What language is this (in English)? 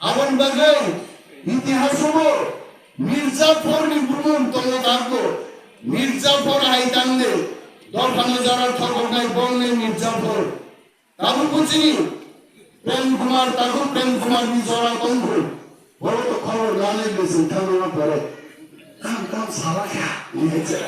Kok Borok